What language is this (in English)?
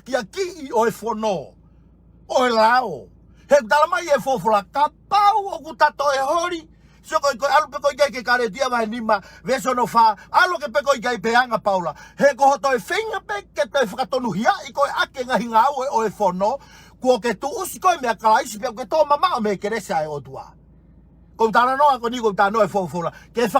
Tongan